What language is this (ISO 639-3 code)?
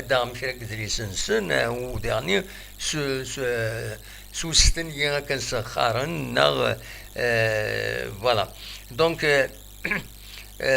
kab